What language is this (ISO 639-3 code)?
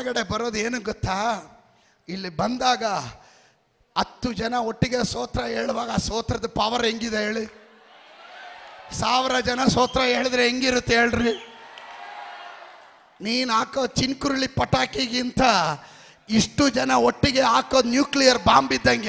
kan